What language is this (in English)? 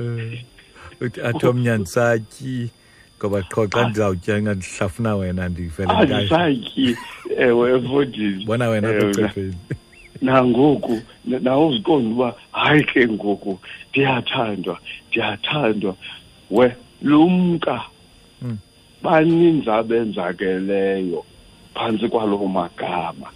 Xhosa